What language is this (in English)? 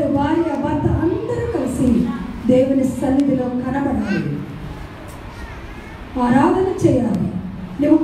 Telugu